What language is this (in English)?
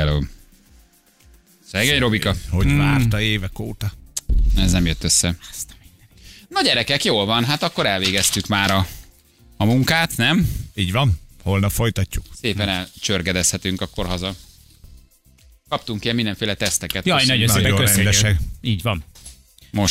Hungarian